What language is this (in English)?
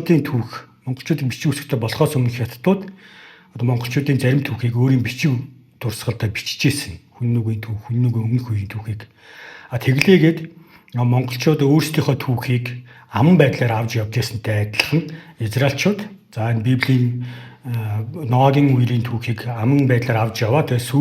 Mongolian